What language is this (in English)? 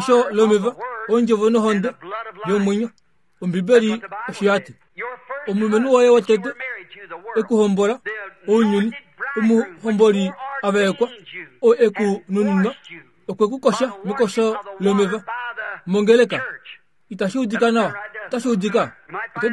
Kuanyama